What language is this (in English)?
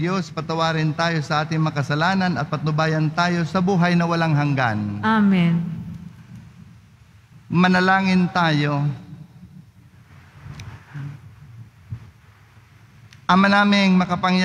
Filipino